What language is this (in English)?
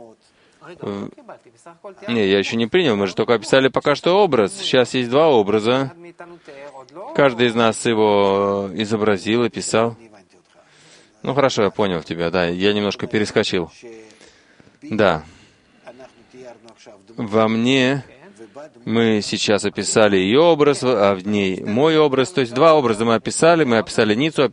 Russian